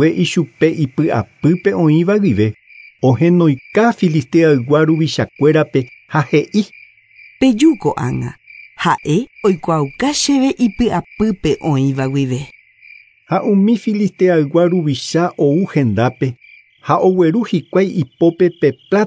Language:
Guarani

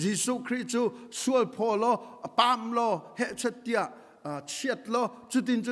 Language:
Hakha Chin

